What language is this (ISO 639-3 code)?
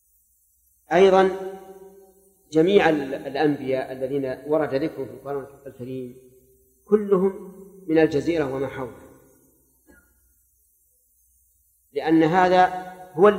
ara